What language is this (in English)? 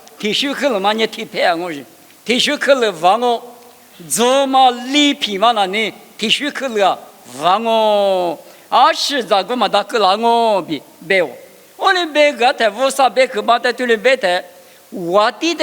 Lisu